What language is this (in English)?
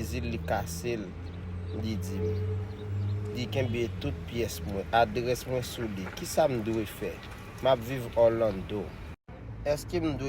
Haitian Creole